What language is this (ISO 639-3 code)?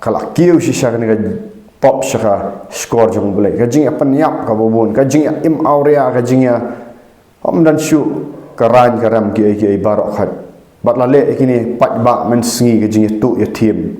kha